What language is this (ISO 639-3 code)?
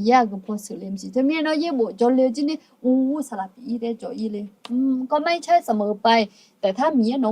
ahk